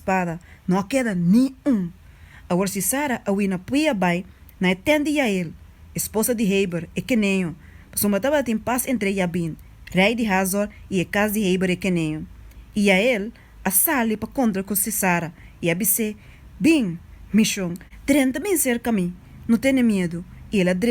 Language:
Papiamento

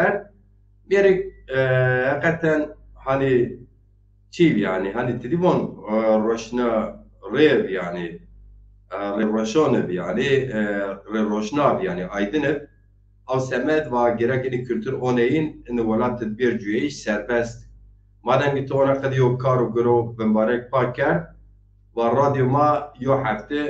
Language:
Zaza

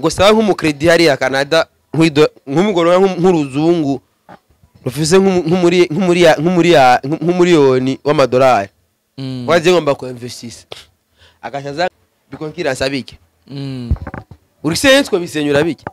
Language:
Rundi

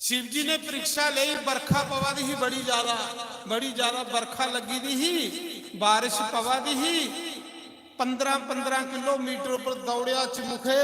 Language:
Dogri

